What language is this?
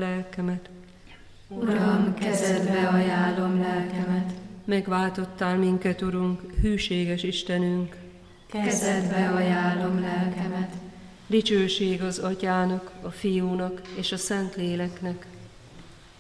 Hungarian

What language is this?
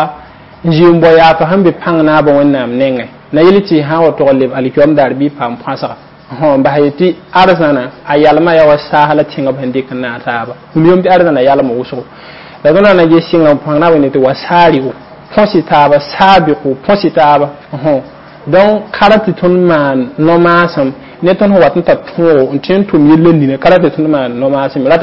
Mossi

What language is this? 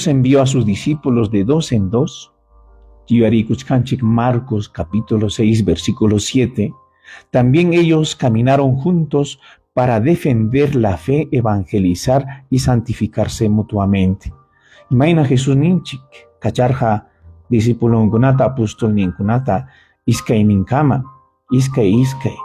Ayacucho Quechua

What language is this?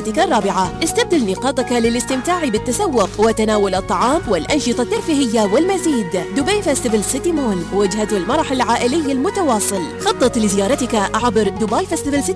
Arabic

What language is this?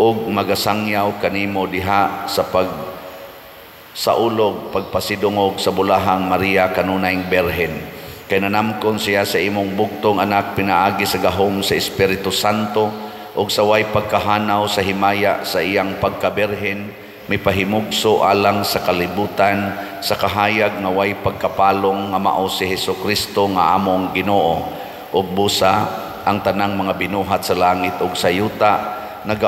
Cebuano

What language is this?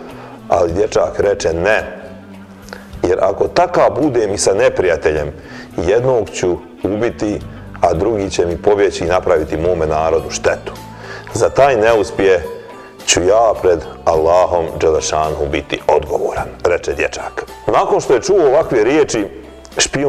Bosnian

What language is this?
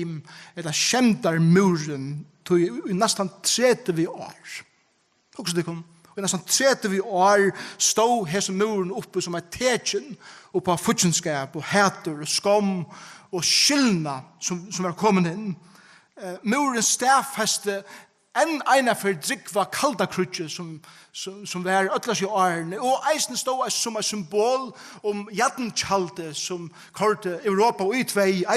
Faroese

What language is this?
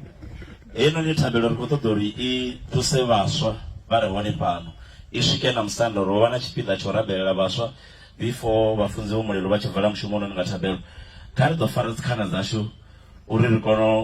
Venda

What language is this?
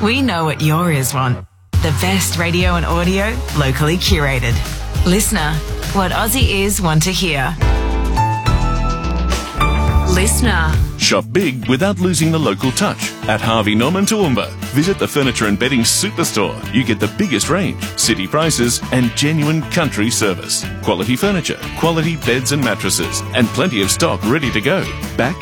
English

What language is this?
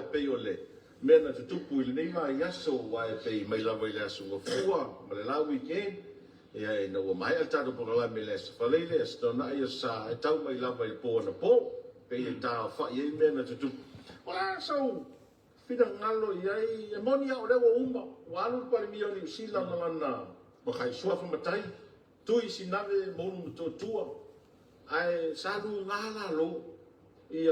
Samoan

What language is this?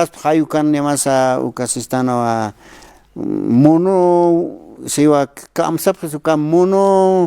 Aymara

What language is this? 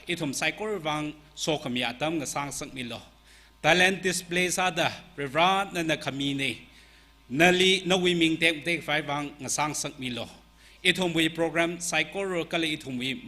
Tangkhul Naga (India)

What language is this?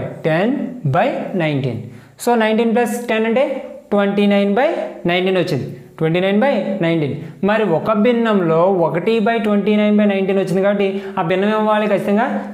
Telugu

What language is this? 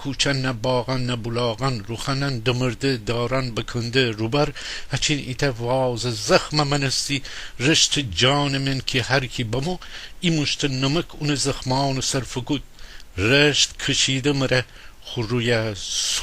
Gilaki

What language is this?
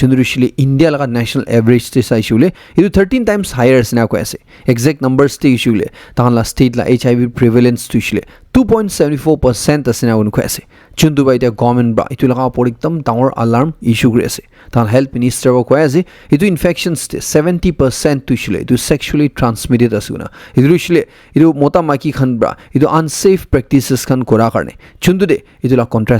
Naga Pidgin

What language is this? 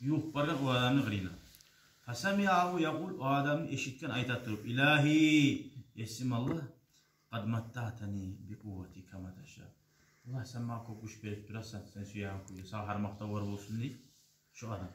Kumyk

